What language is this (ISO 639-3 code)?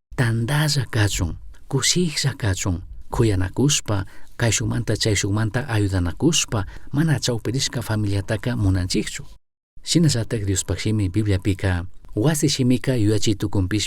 qug